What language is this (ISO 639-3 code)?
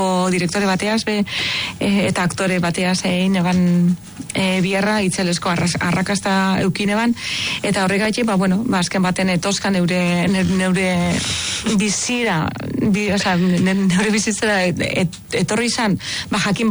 eus